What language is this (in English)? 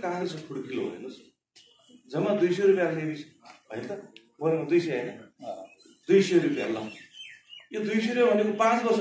Nepali